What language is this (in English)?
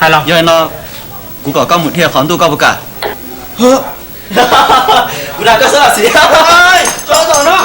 Hmong